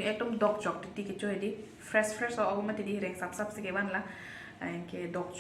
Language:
Karbi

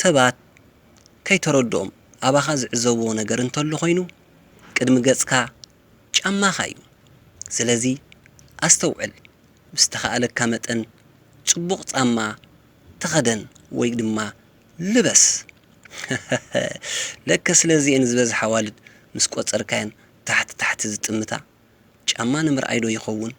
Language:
Tigrinya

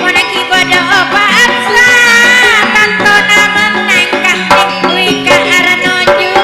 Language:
Madurese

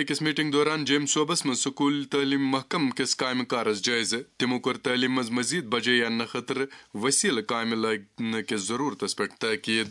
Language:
Kashmiri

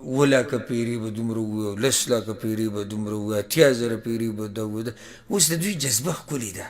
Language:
Pashto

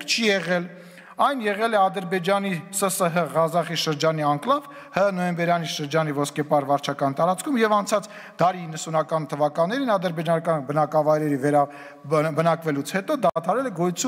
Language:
Armenian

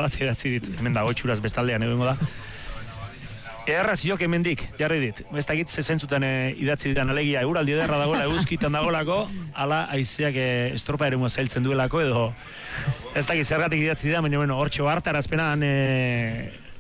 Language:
Basque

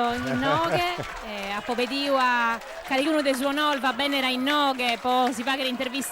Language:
Sardinian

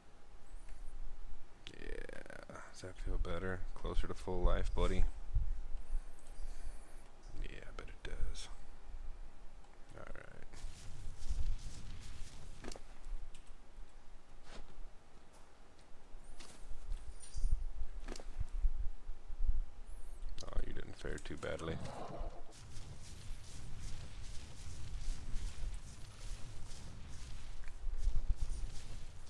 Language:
English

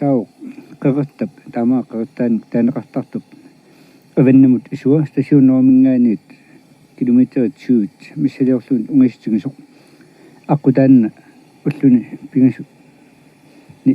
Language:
Kalaallisut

